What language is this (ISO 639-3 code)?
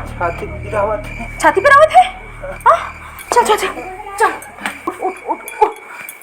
hne